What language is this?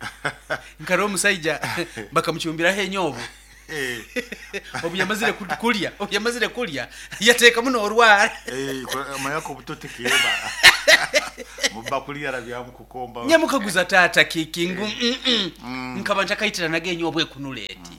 Nyoro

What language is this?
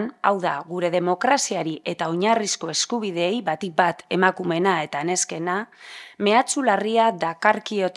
Basque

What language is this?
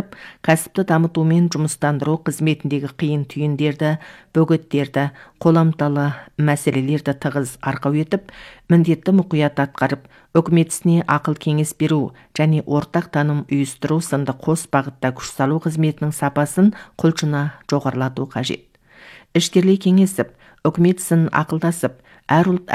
Kazakh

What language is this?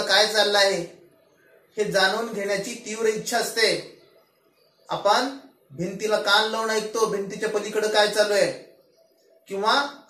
Marathi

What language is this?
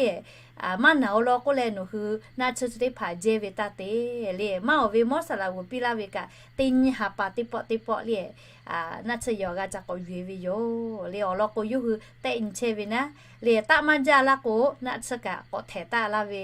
Lahu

